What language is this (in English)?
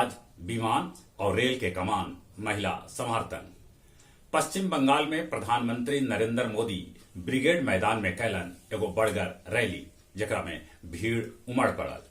Magahi